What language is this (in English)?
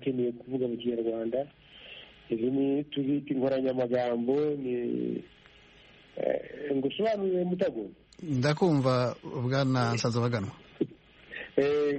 Kinyarwanda